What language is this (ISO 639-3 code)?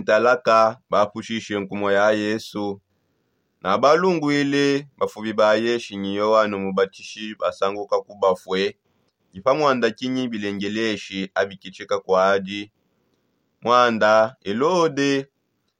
sop